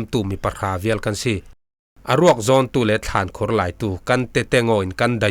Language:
Falam Chin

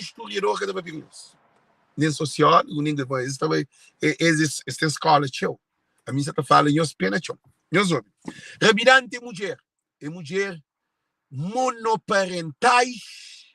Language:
Kabuverdianu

